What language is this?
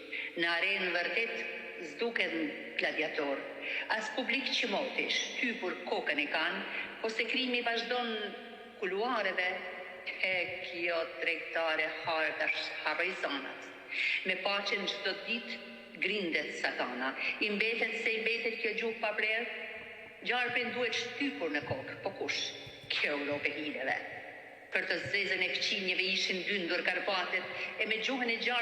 Albanian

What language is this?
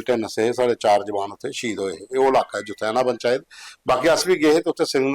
Dogri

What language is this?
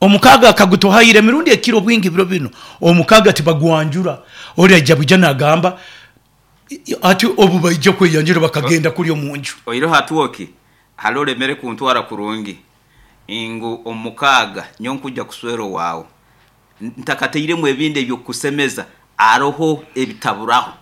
Nyoro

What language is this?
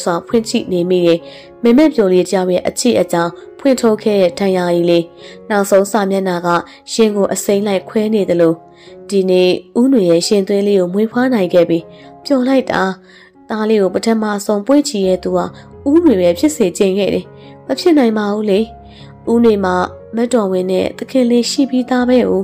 Burmese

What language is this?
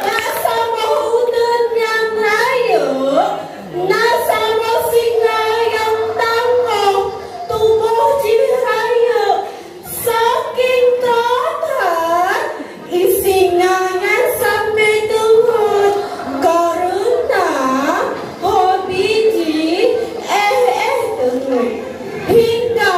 Achinese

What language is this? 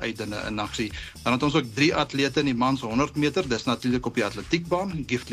Afrikaans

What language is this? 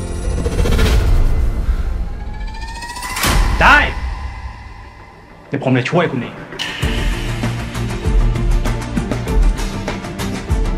Thai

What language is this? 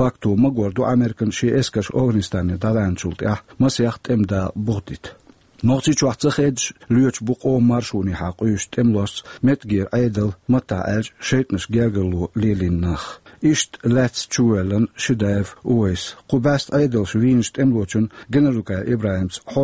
Chechen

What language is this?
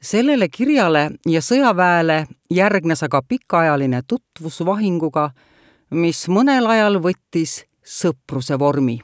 Estonian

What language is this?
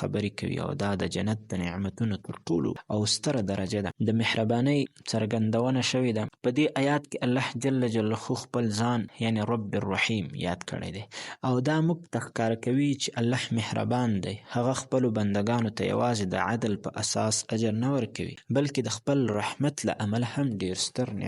Pashto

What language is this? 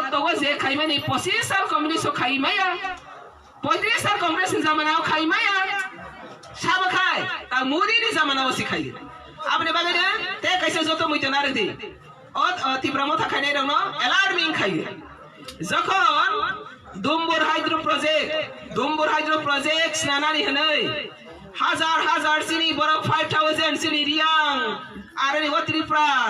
Kok Borok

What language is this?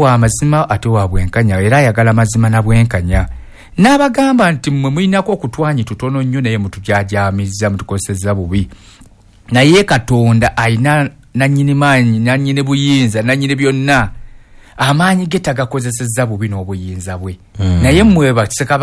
Ganda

